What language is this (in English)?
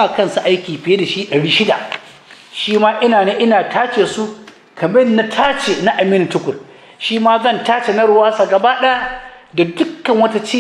Hausa